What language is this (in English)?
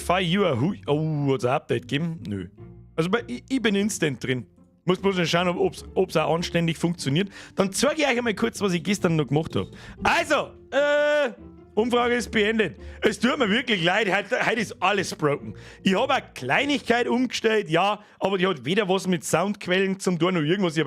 Bavarian